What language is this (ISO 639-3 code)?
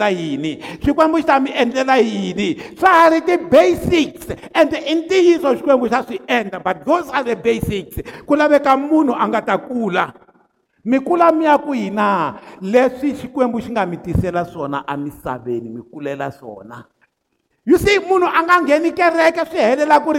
tso